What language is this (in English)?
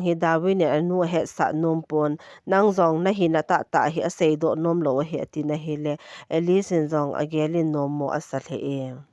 Thado Chin